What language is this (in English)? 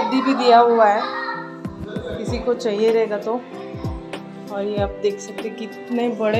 Hindi